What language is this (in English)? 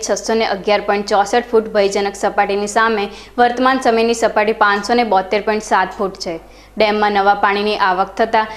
Gujarati